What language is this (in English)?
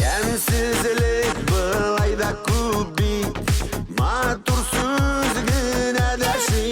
Bashkir